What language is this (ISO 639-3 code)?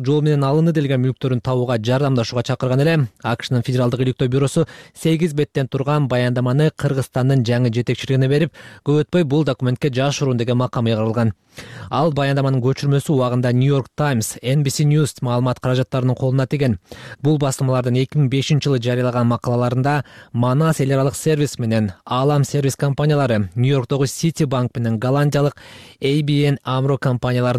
kir